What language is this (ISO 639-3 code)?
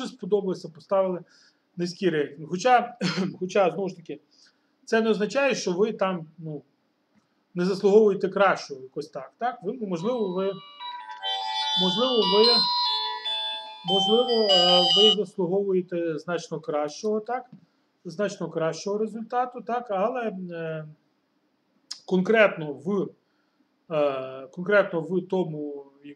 ukr